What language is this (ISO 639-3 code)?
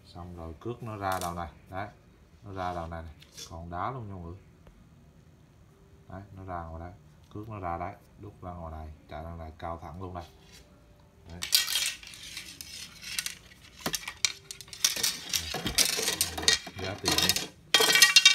vie